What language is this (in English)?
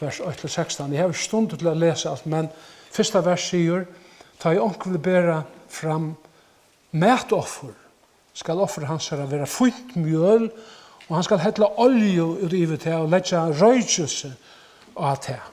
Faroese